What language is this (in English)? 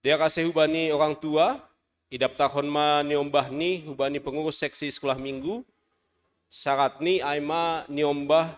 Batak Simalungun